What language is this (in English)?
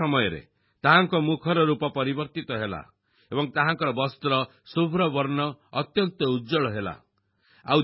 Odia